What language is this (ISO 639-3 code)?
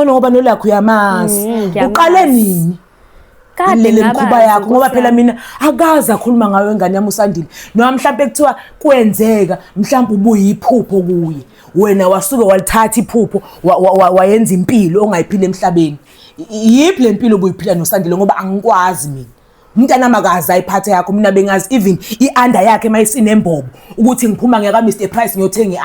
zul